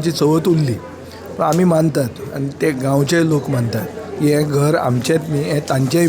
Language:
Konkani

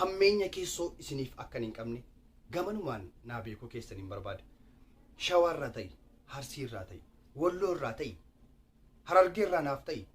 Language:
Oromo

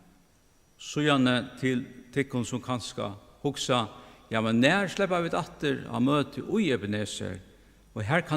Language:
Faroese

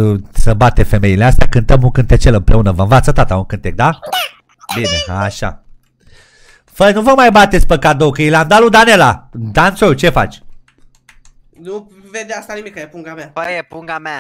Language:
Romanian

